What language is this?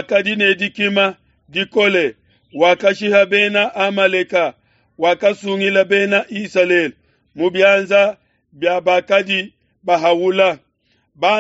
Luba-Lulua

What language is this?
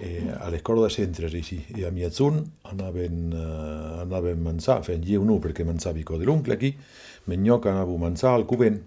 Occitan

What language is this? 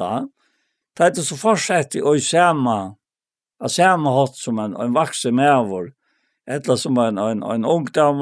Faroese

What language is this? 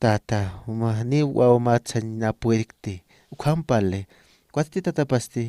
Aymara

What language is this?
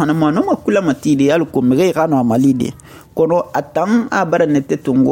Susu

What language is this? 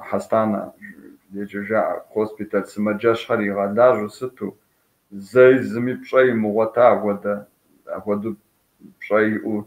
Kabardian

